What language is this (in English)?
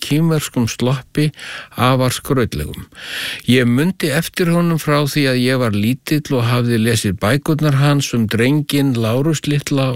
Icelandic